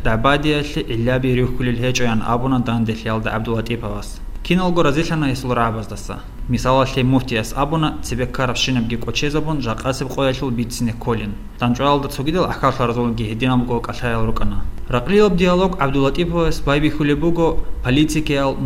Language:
Avaric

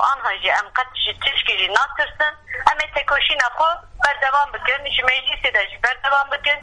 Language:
Kurdish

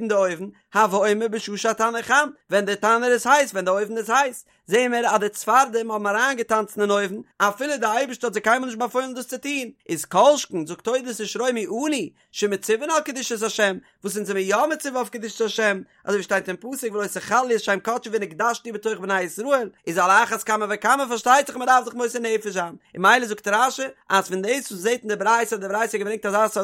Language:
Yiddish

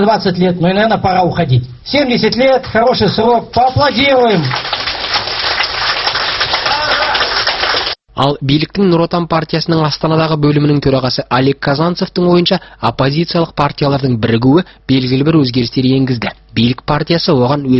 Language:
Kazakh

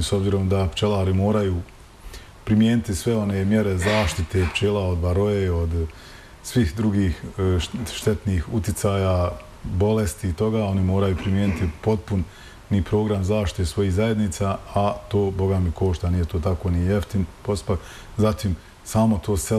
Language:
Bosnian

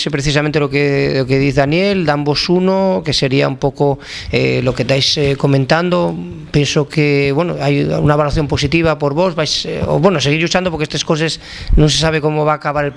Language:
Asturian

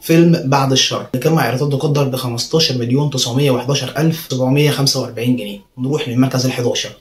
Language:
Egyptian Arabic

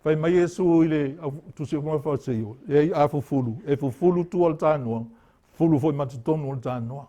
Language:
Samoan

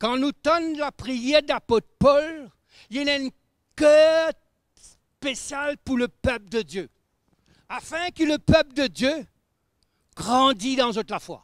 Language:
Morisyen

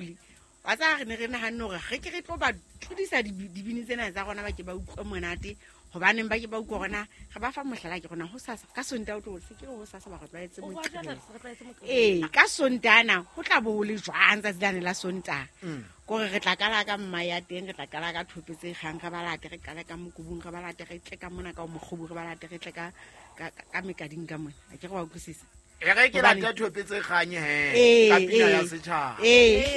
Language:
Southern Sotho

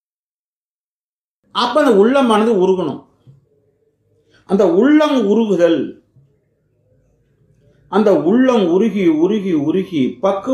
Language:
Tamil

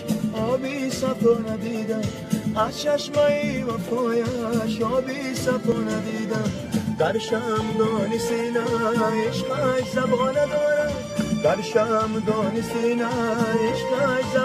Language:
Tajik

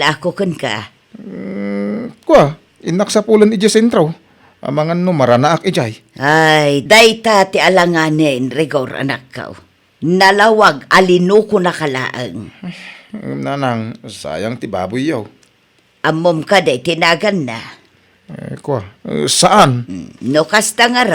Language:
Iloko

